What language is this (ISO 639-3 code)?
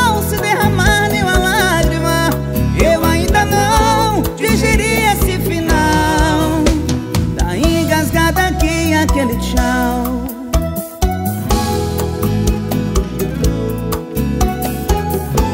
por